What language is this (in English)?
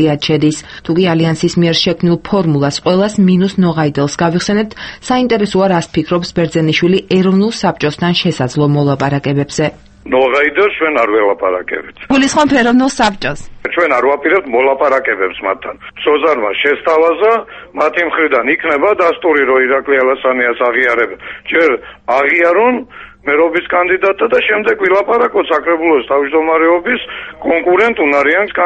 Georgian